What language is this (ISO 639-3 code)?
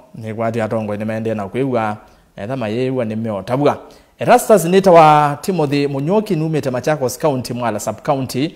kam